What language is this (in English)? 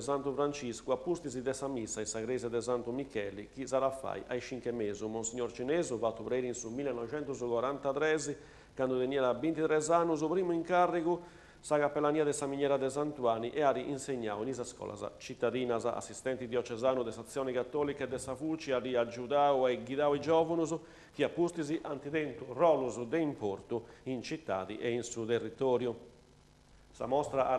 Sardinian